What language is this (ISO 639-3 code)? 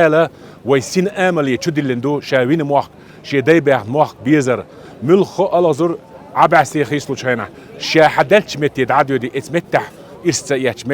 che